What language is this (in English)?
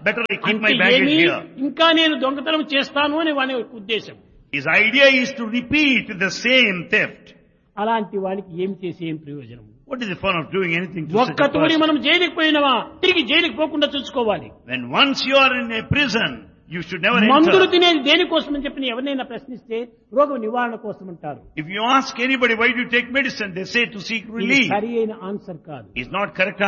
Telugu